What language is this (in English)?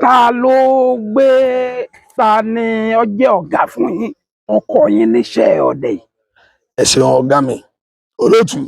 Yoruba